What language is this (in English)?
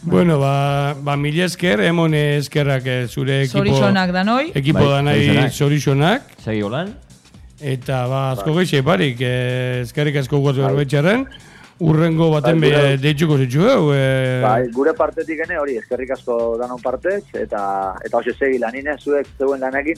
Basque